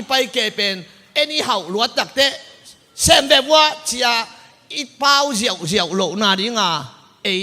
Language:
Tedim Chin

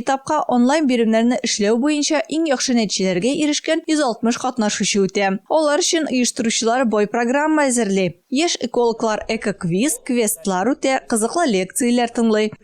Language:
Tatar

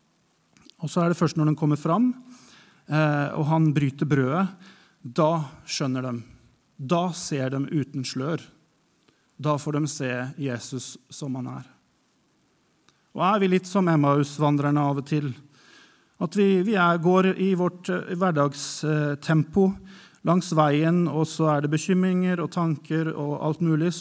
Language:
Norwegian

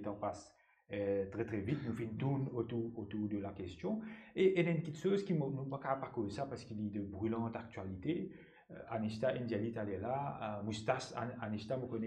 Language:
Morisyen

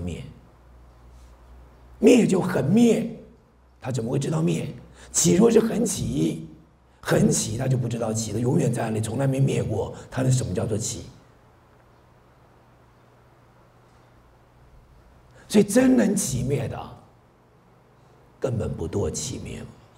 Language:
Chinese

